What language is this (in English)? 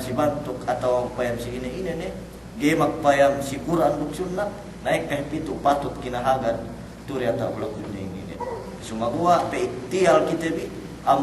Yakan